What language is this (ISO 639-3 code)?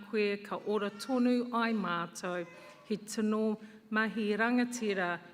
mri